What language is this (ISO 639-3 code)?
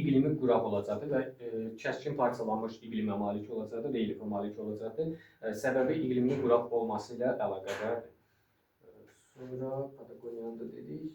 aze